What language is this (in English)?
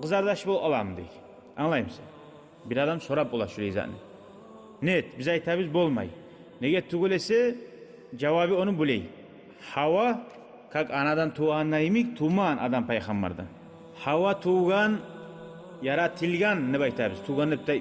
Kumyk